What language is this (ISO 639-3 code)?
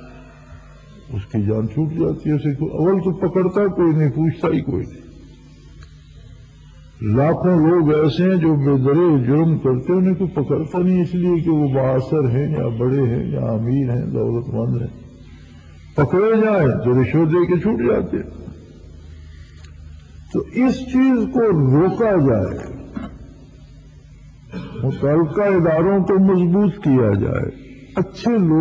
urd